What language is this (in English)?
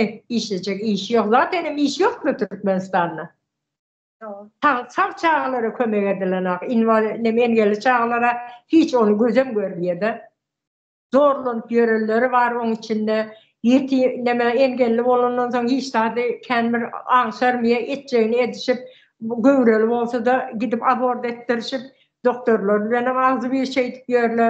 Turkmen